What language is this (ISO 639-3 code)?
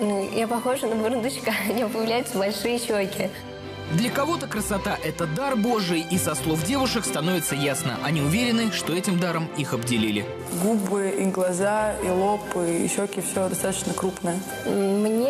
rus